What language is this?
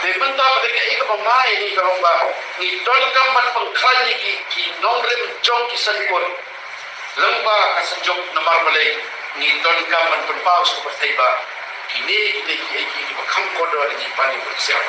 Khasi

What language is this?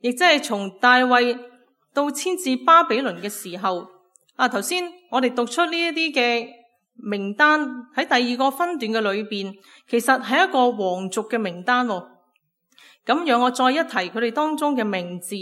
Cantonese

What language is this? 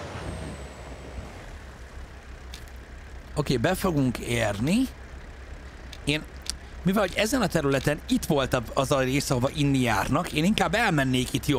Hungarian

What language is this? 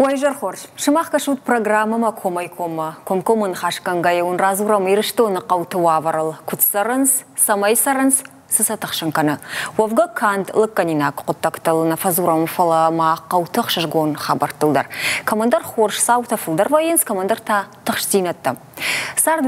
Ossetic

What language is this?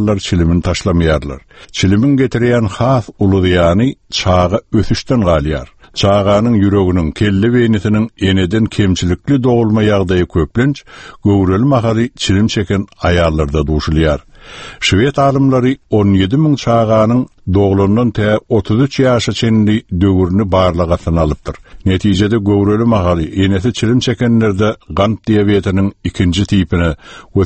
Turkmen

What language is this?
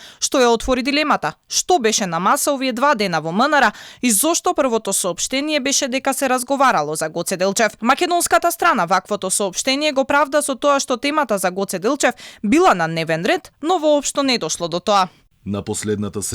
Macedonian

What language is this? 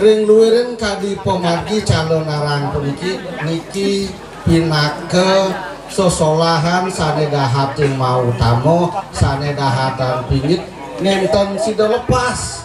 Balinese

